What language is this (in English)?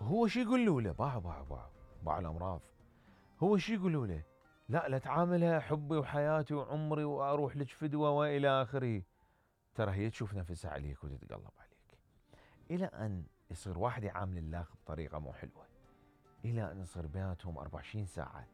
Mesopotamian Arabic